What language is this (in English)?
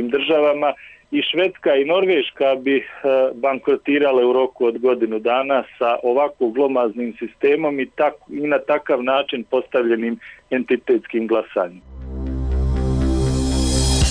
Bosnian